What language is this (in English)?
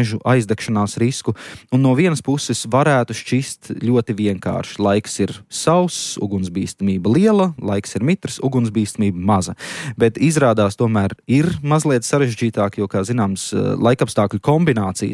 Latvian